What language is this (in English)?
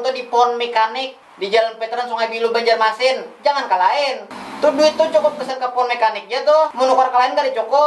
Banjar